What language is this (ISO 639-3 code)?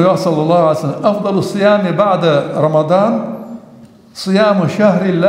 inh